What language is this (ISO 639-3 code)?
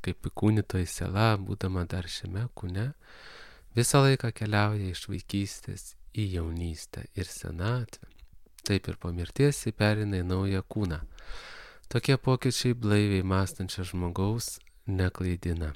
lit